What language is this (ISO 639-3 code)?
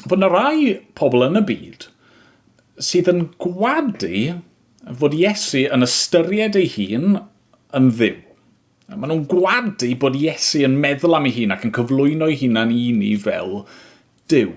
cym